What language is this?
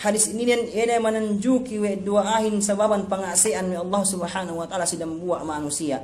Yakan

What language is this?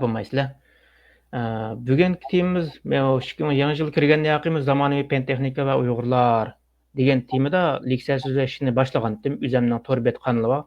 Uyghur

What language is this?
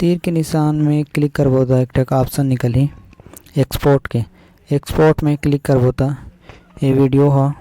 Chhattisgarhi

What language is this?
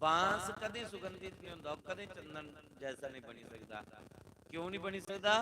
Dogri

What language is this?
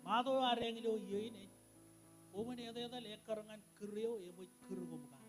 Marshallese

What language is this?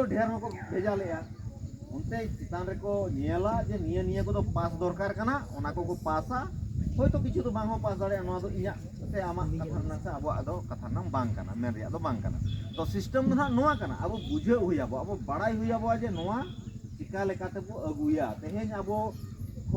Santali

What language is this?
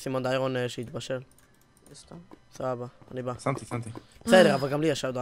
Hebrew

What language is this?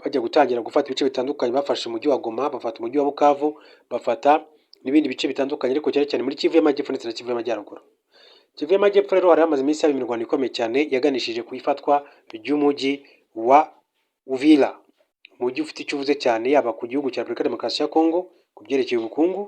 Kinyarwanda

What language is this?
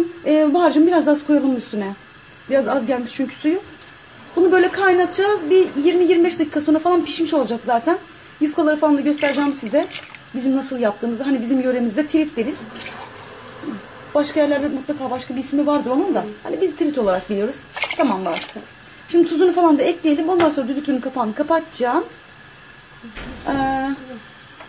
Turkish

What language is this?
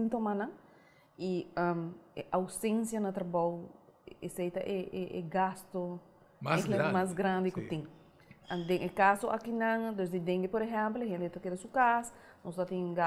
Papiamento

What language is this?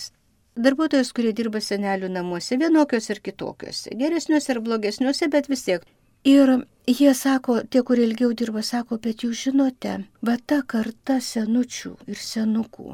Lithuanian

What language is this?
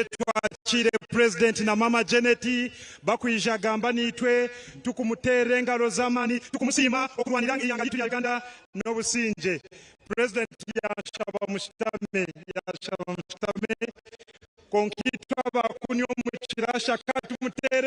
Nyankole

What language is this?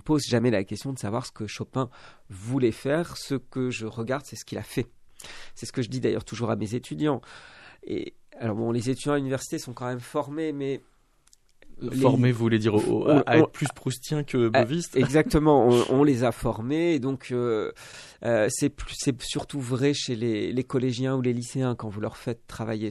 French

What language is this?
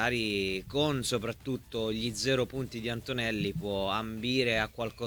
Italian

